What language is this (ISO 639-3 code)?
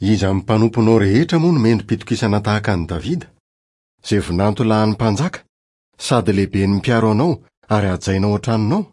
mlg